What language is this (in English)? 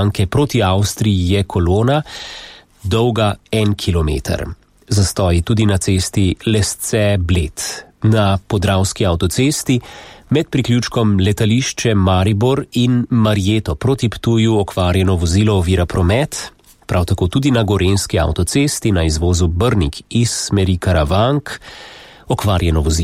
Slovenian